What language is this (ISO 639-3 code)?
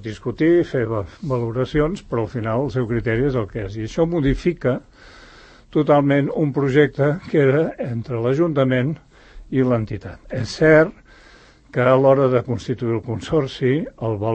cat